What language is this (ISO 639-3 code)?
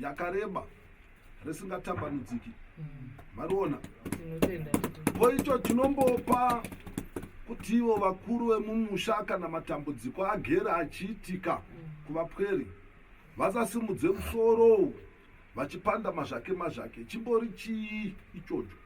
sna